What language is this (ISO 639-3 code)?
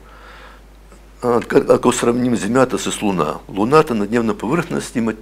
bul